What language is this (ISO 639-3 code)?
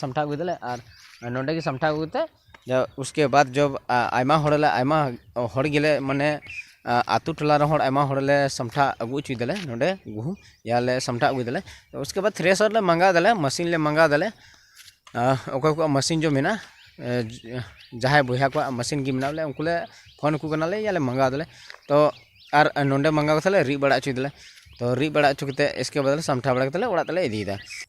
sat